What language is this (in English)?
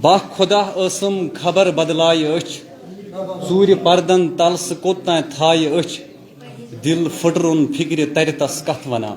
Kashmiri